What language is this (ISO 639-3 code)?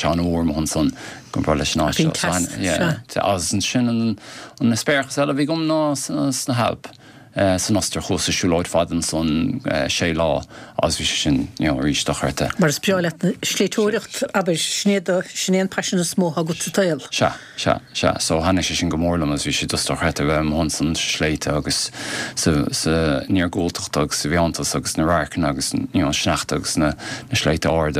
gle